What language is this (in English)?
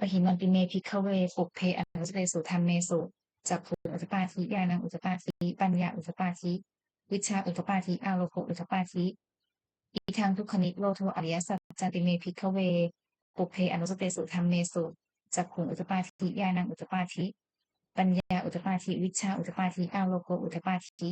Pali